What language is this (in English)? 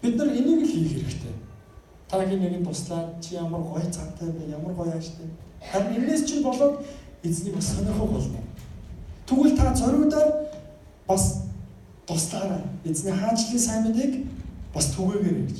Mongolian